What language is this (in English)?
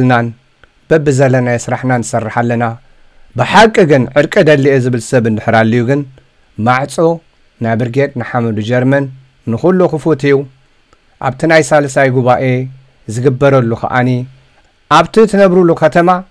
Tigrinya